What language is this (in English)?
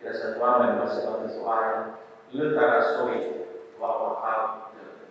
Nias